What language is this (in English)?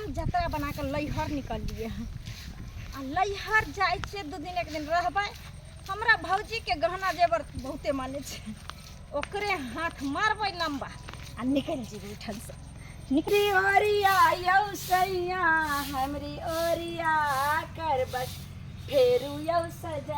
Maithili